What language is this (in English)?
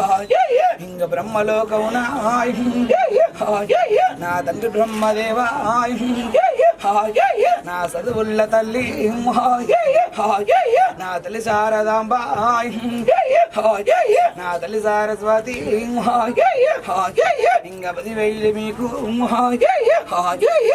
Telugu